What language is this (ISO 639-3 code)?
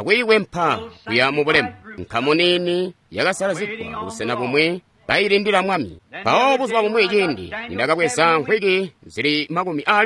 toi